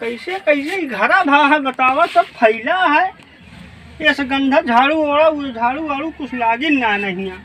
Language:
Awadhi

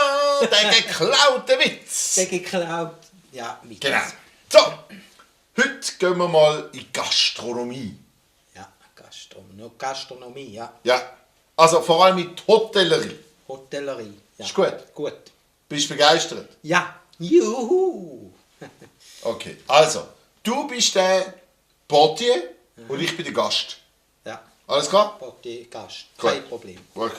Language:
Swiss German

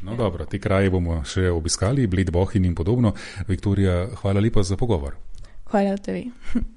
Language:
Slovenian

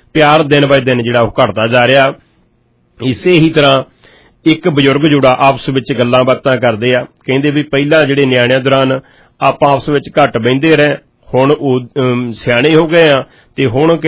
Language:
Punjabi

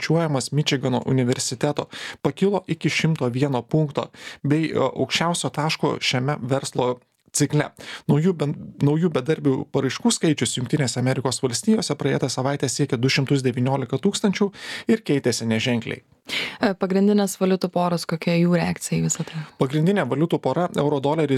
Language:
Lithuanian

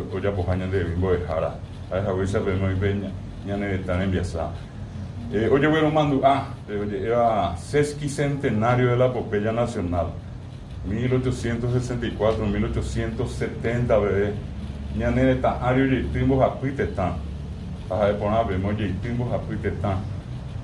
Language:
Guarani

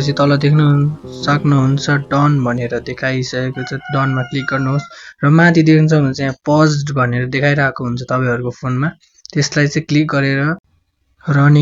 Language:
Nepali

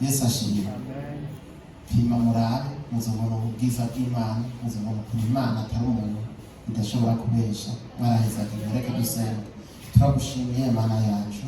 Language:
Rundi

